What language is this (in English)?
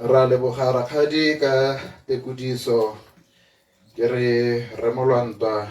Tswana